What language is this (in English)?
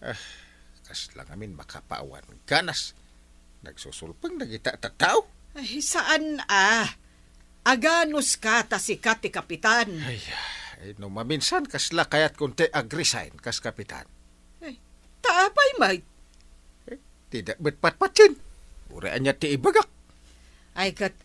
Iloko